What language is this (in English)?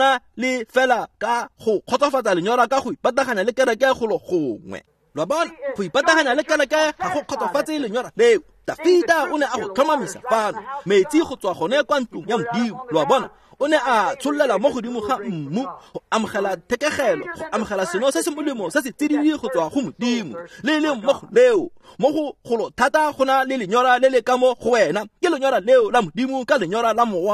Tswana